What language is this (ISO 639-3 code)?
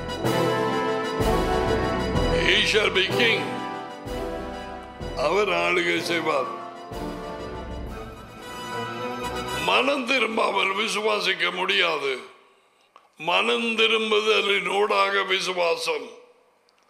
tam